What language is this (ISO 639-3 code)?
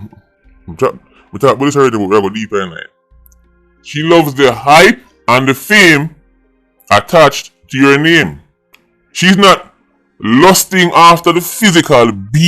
jam